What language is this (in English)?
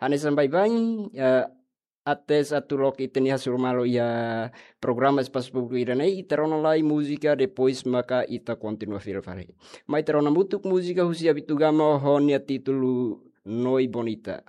Tetum